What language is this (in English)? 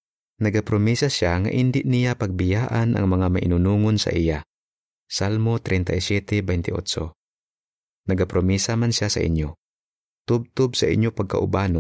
Hiligaynon